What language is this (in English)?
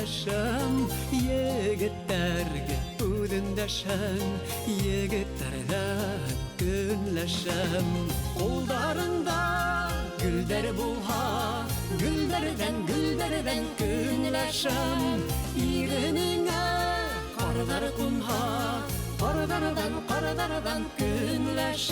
Bashkir